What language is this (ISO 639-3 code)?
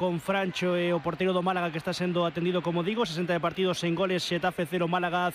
glg